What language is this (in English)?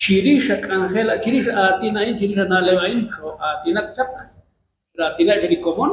Kekchí